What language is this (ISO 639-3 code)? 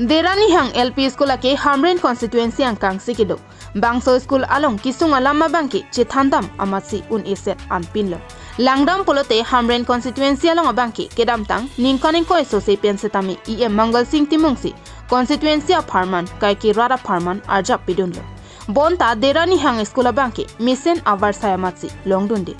mjw